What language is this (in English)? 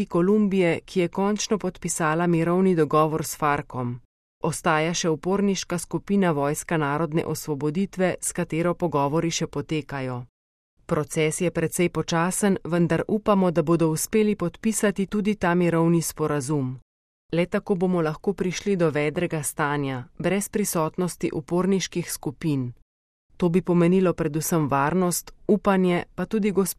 Slovenian